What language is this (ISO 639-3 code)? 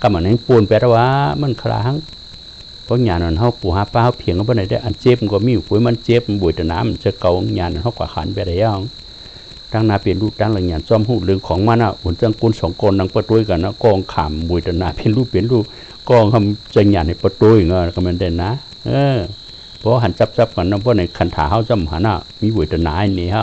shn